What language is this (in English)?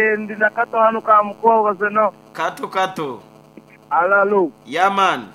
Nyoro